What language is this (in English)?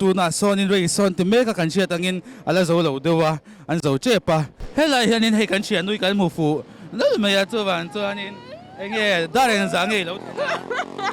Mizo